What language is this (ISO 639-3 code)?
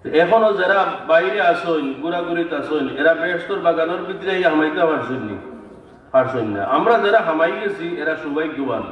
syl